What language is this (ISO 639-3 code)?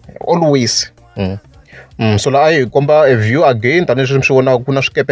tso